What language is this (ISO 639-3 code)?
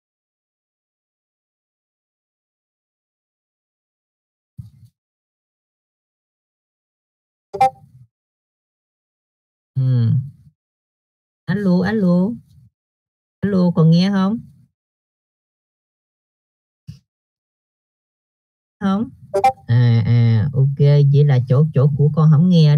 vie